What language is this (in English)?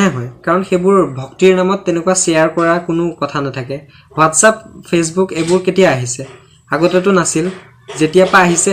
Assamese